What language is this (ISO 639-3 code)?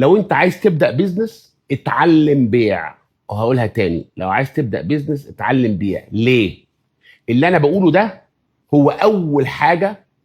arz